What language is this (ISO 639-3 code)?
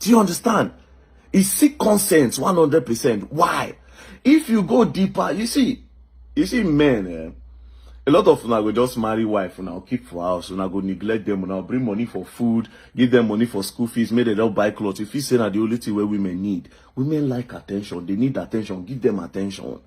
pcm